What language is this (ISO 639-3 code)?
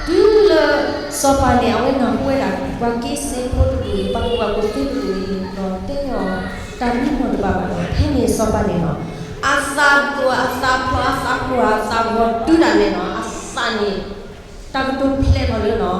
ksw